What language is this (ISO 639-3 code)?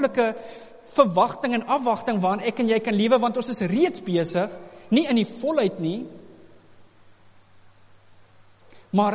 afr